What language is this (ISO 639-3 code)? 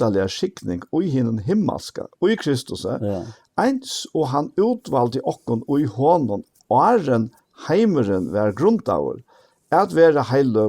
fao